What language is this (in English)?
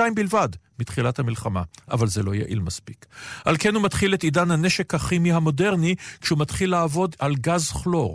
Hebrew